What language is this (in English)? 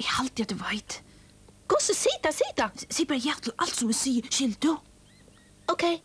Faroese